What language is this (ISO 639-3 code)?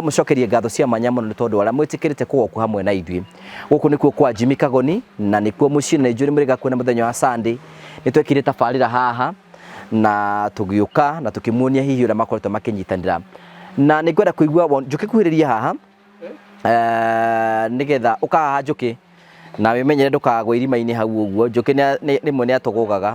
kik